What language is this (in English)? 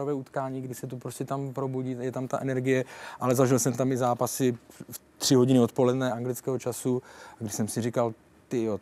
Czech